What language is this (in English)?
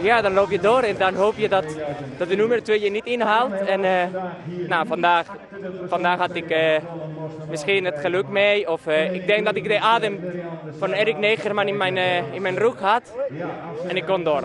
Western Frisian